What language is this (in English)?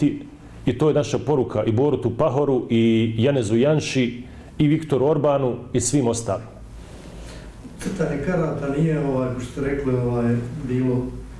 Bosnian